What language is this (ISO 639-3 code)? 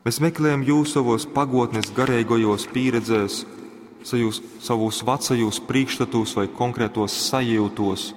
ltg